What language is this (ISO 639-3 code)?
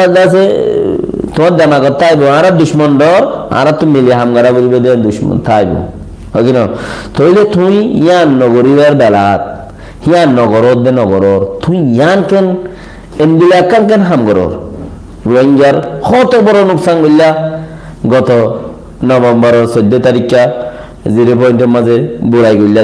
rhg